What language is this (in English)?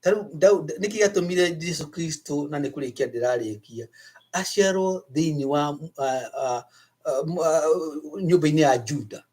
Kikuyu